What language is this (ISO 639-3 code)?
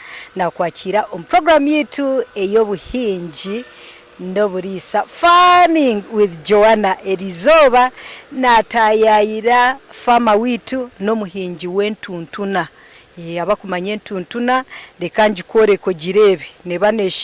nyn